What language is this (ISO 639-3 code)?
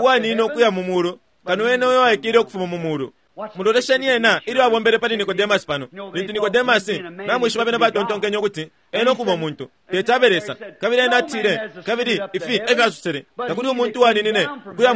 bem